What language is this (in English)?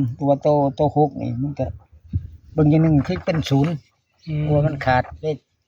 Northeastern Thai